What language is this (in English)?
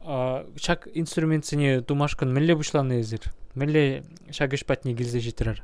Chuvash